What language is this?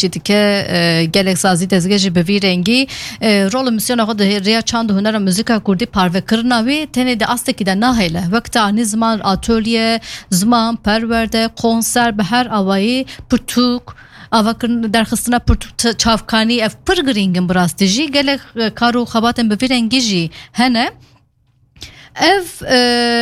Turkish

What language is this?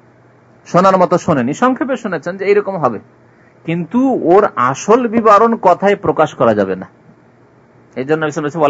Bangla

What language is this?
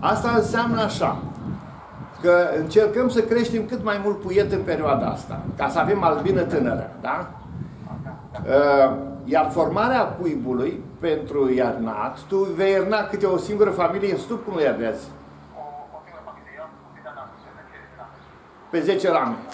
Romanian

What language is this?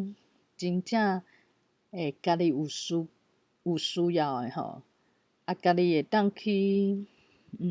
Min Nan Chinese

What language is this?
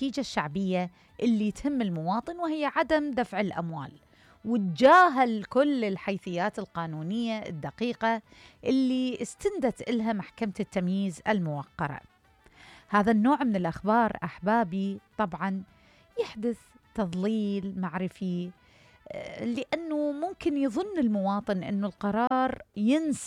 Mesopotamian Arabic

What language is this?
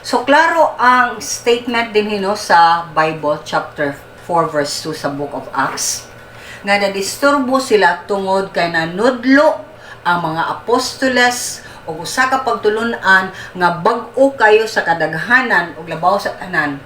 Cebuano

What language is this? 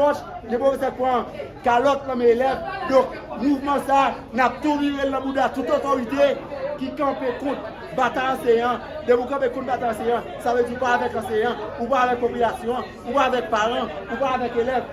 Haitian Creole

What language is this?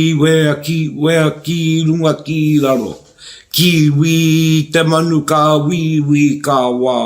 Māori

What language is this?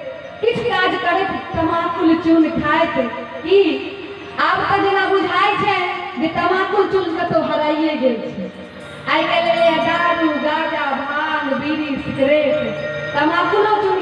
Maithili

